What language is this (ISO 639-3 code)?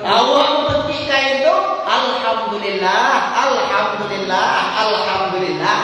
min